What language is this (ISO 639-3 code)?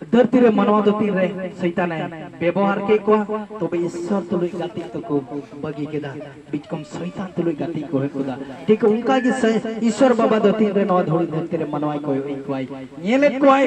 sat